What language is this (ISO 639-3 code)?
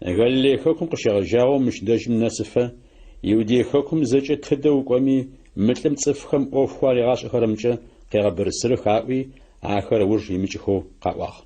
ady